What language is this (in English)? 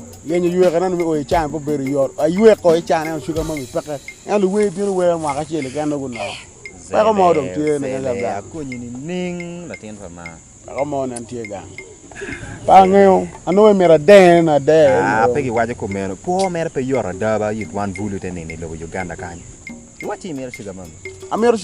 Acoli